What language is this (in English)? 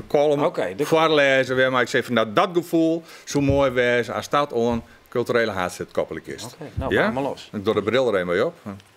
Western Frisian